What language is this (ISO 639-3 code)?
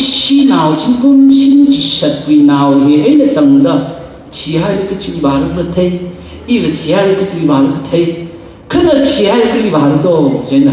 nmf